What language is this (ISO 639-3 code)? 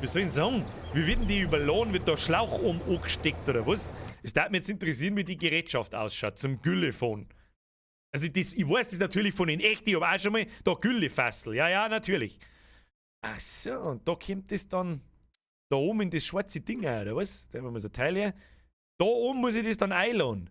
bar